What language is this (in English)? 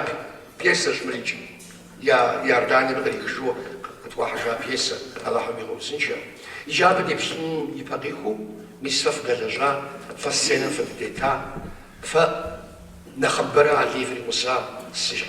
Kabardian